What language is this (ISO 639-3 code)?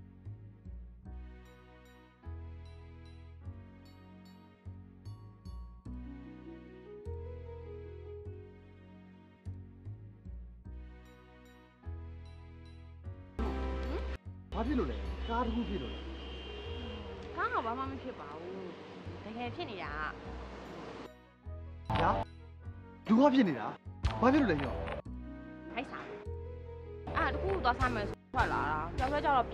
mya